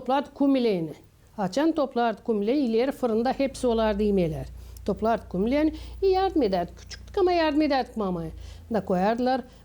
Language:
Gagauz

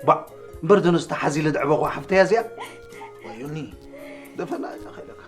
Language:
Tigrinya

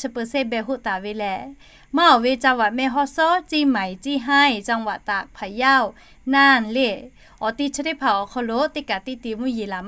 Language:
Lahu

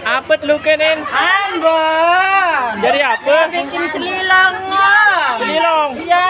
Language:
Sasak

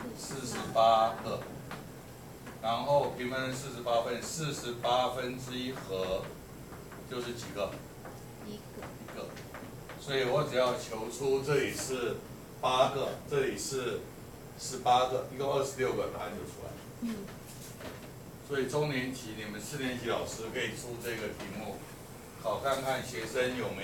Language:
Chinese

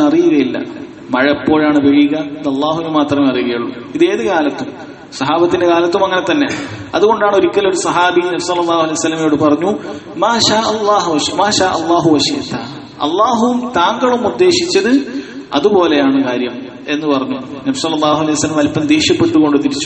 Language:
Malayalam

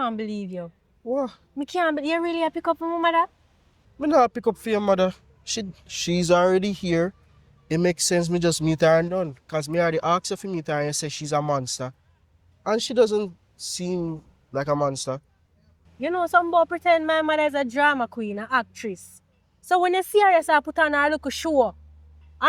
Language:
Jamaican Creole English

